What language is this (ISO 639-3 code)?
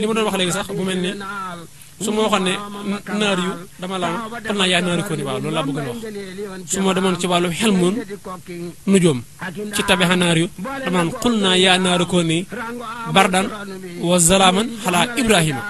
wol